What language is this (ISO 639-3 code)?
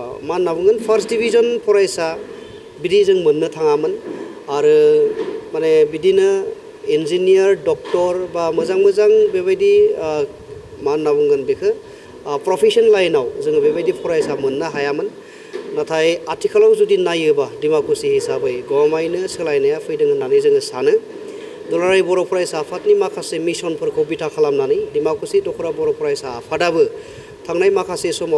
brx